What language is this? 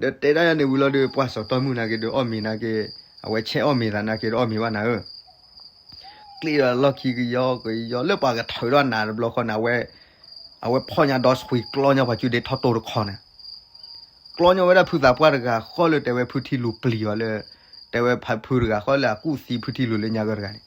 S'gaw Karen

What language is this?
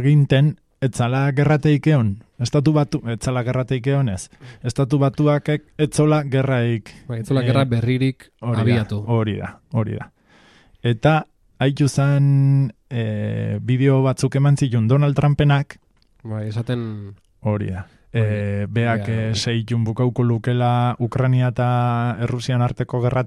Basque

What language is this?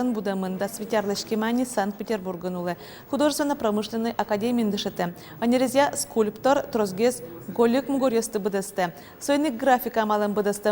Udmurt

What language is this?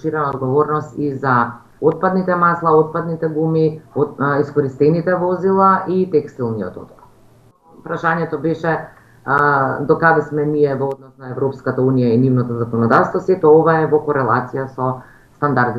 Macedonian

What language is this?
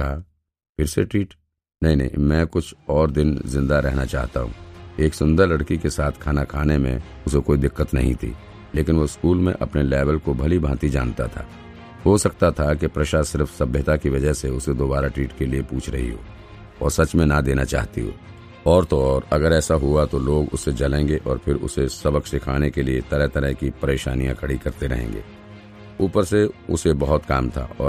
Hindi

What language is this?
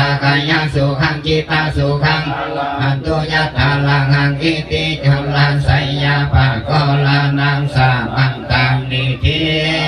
Pali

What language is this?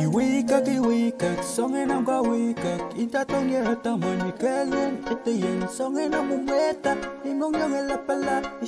Pohnpeian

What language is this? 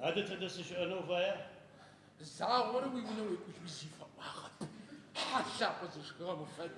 Adyghe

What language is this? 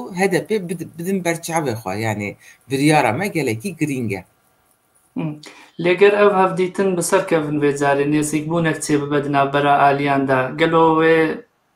Kurdish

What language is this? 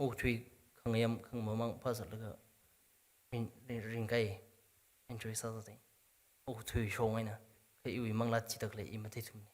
Tangkhul Naga (India)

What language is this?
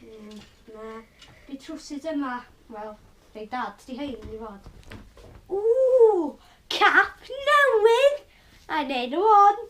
Welsh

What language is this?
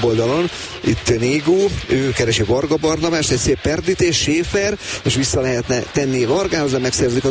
Hungarian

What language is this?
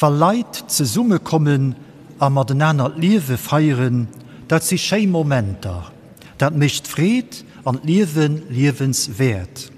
Luxembourgish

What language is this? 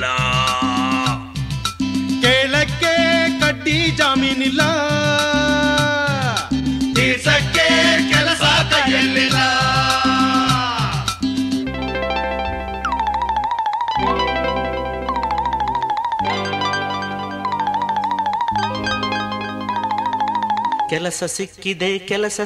Kannada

